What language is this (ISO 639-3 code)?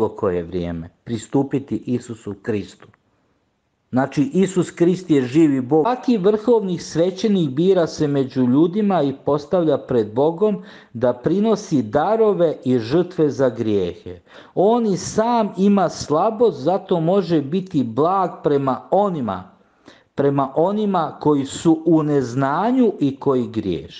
hrv